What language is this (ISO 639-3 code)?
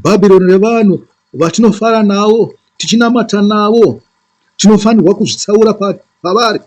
sna